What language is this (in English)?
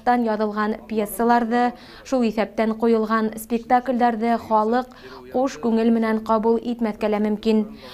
Bashkir